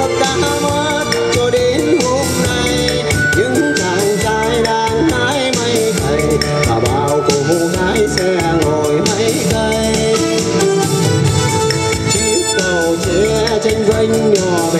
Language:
Vietnamese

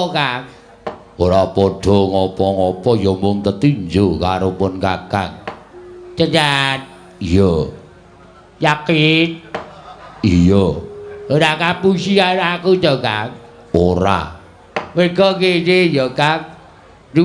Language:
Javanese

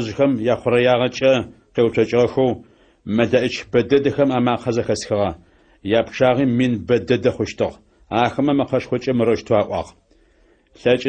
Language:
Adyghe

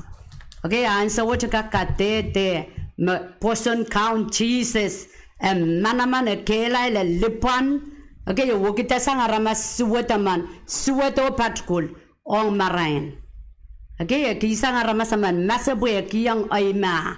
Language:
Pohnpeian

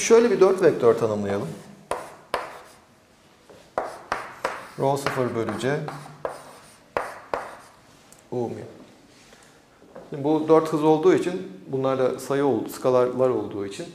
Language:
Turkish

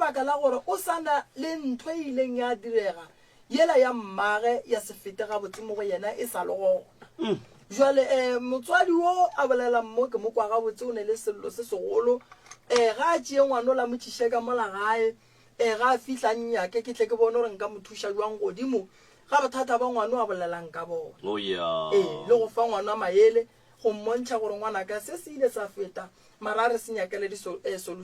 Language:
Northern Sotho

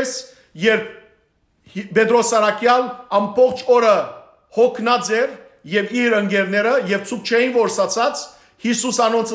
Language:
Western Armenian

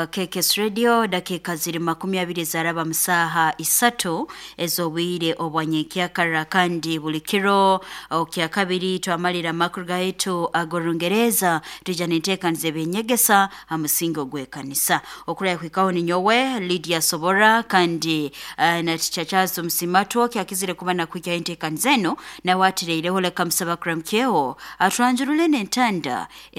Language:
Nyoro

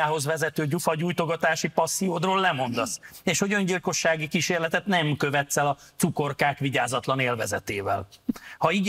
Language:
Hungarian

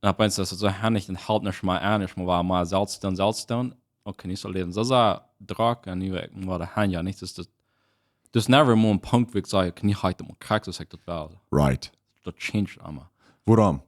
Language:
Plautdietsch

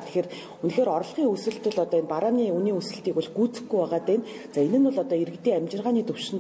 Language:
Mongolian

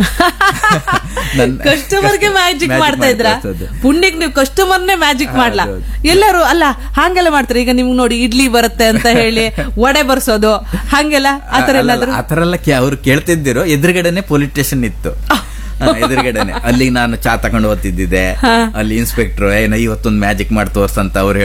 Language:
Kannada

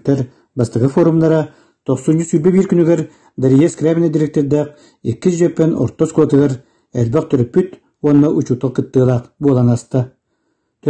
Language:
Yakut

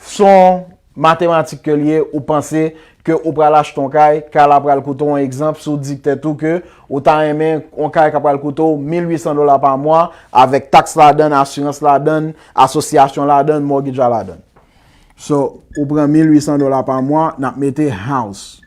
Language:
Haitian Creole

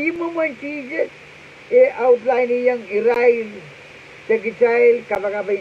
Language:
Pohnpeian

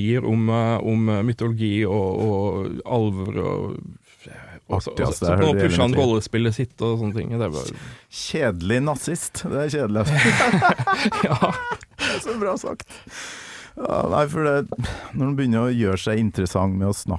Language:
Norwegian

